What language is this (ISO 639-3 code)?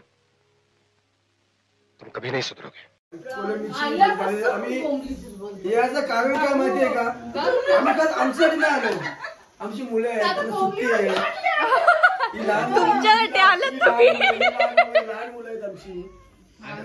mar